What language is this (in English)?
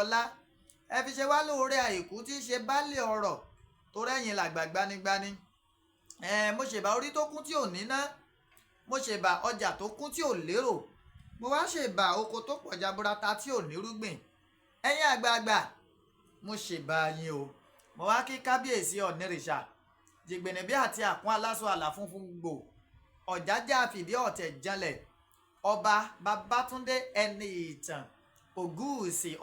Yoruba